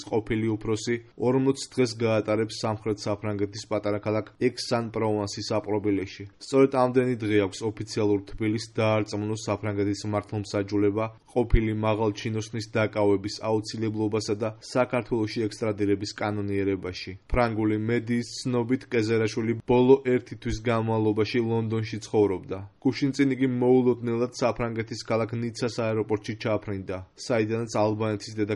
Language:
Georgian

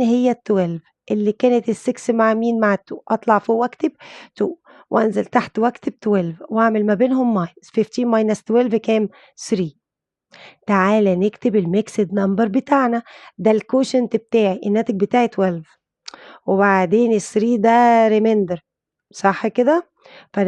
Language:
Egyptian Arabic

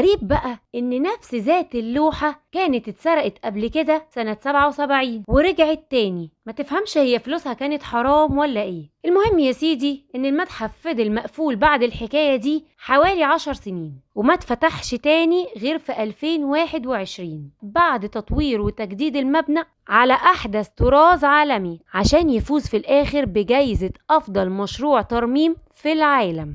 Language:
Egyptian Arabic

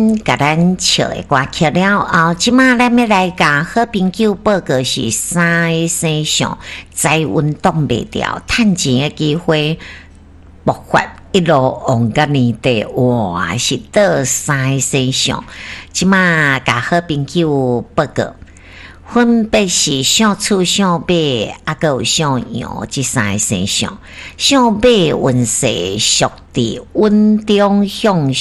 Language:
Min Nan Chinese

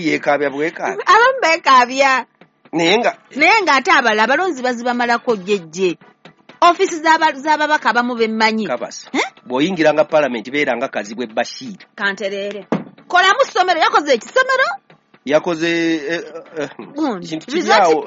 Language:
Ganda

